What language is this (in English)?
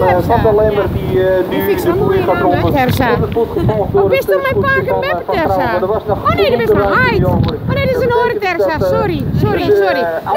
Western Frisian